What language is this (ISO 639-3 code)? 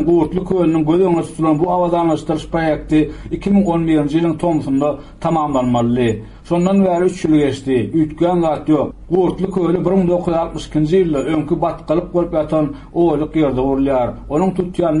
tuk